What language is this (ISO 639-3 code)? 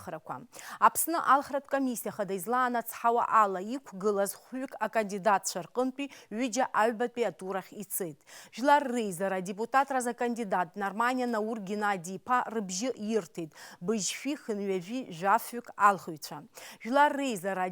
abk